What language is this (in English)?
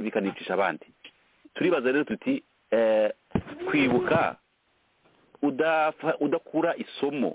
Kinyarwanda